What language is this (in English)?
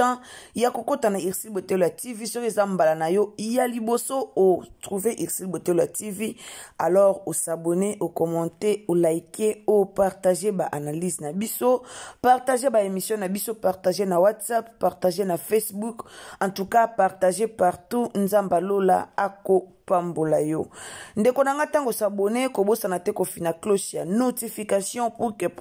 Lingala